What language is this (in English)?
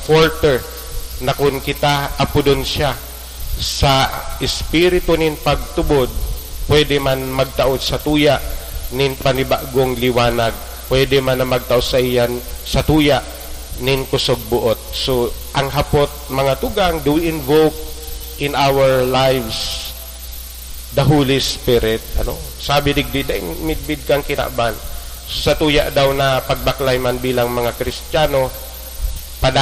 Bikol